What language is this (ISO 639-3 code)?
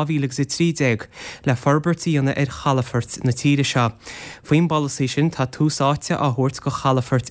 gle